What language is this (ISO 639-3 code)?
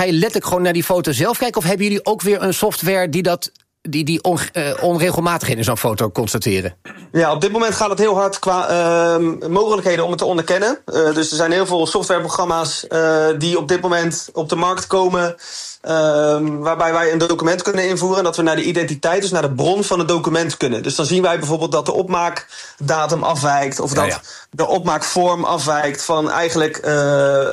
nld